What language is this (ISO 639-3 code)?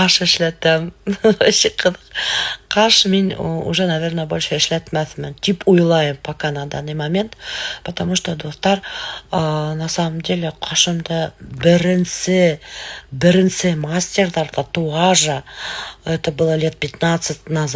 bak